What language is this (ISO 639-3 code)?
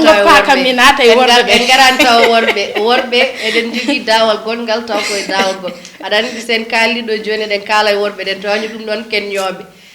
ful